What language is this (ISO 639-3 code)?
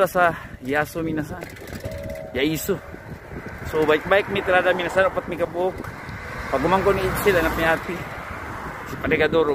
ceb